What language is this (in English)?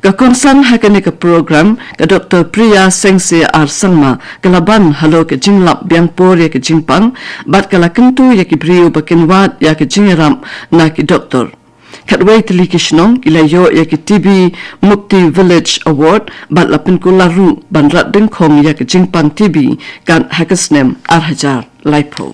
Khasi